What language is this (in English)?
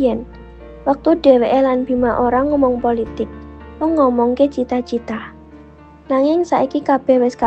Javanese